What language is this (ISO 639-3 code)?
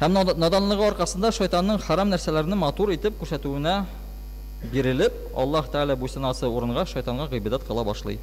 tat